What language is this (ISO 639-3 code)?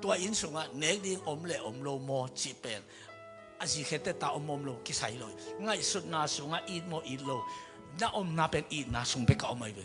ctd